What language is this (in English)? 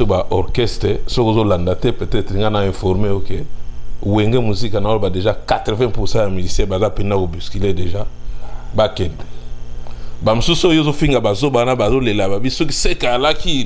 Lingala